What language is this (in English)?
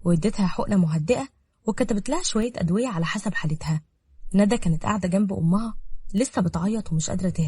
Egyptian Arabic